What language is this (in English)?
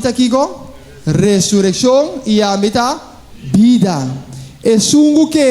Papiamento